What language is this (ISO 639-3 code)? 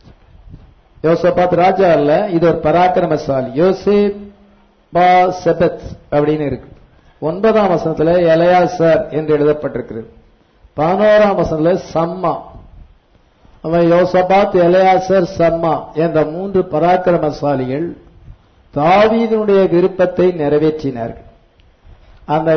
tam